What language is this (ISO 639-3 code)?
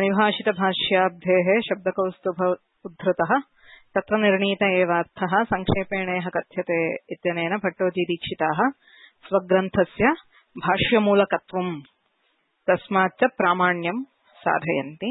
san